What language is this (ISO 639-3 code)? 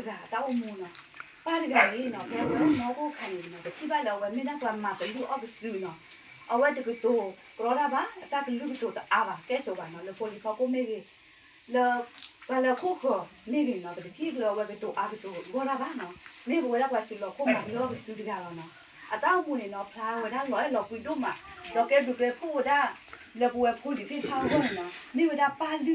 ksw